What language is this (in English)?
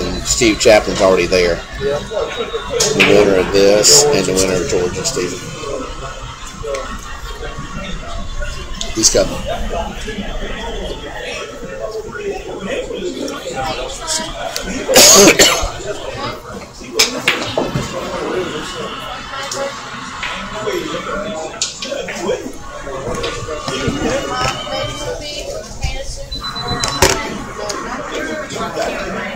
English